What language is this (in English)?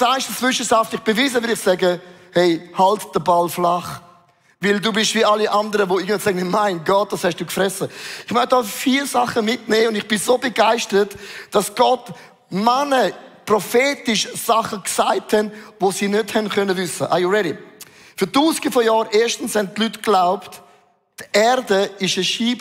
Swiss German